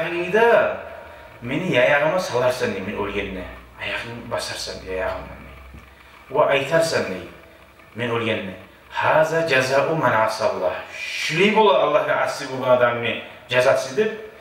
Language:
Kumyk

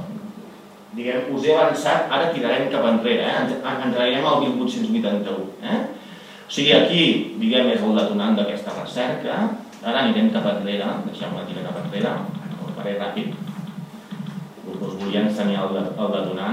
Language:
Catalan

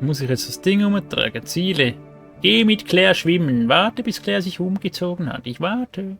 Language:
Swiss German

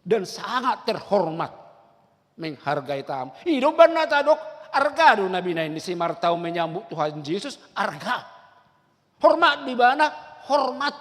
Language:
Batak Toba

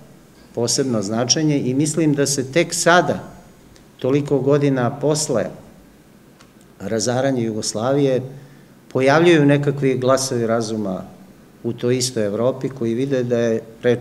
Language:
Serbian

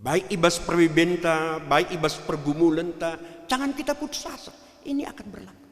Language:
Batak Karo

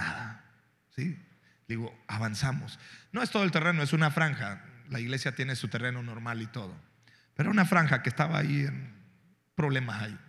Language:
Spanish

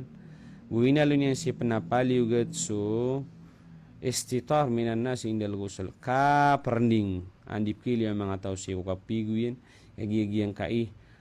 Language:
Maranao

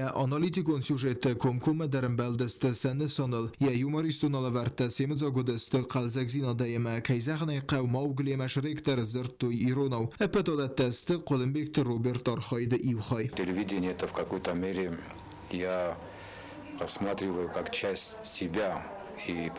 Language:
Ossetic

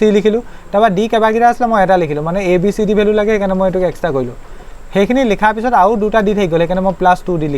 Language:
Assamese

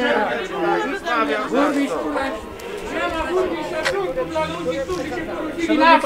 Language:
Polish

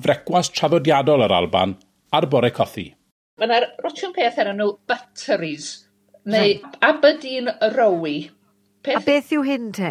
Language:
Welsh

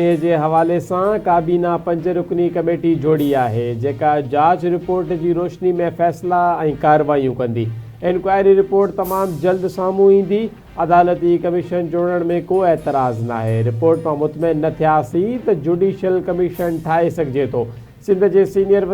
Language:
Sindhi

